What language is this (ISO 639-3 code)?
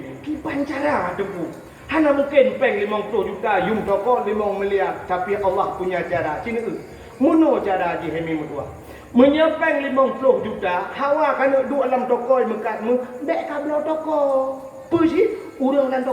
ace